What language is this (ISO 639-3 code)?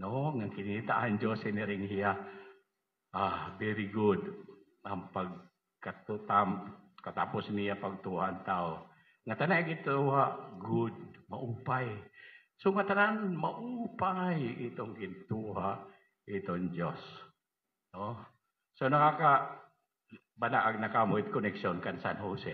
war